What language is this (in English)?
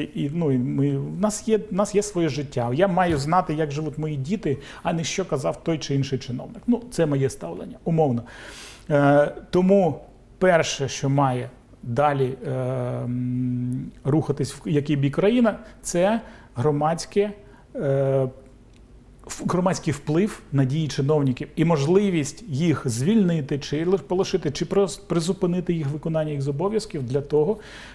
Ukrainian